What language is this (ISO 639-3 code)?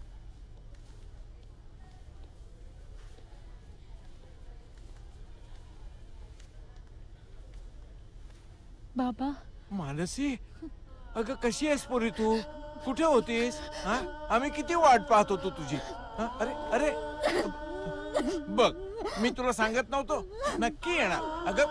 mar